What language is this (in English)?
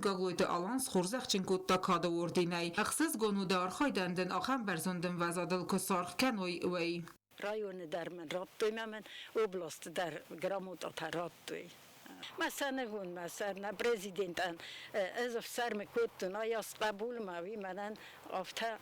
Ossetic